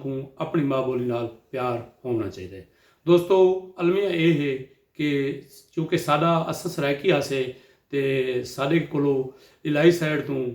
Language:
Saraiki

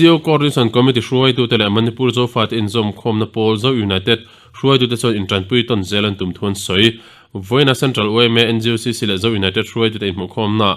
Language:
Mizo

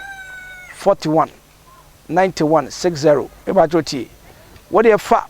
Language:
Akan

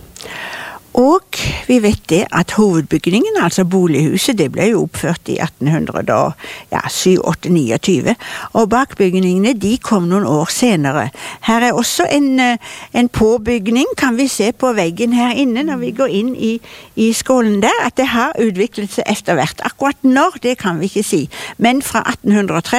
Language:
Norwegian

